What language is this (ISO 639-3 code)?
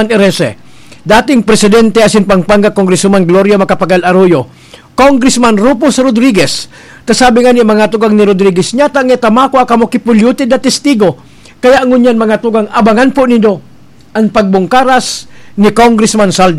bik